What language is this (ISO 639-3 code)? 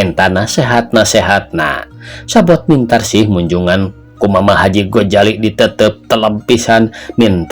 sun